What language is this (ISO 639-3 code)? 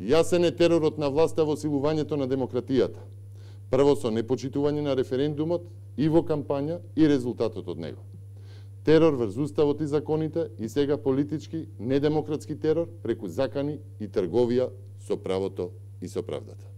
mkd